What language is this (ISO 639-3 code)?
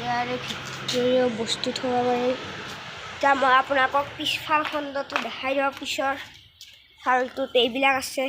asm